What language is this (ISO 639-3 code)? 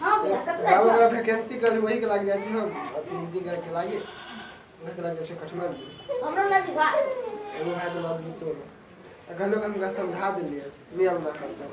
mai